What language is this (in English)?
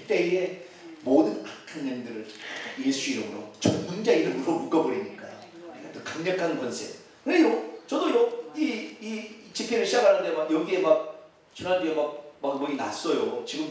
Korean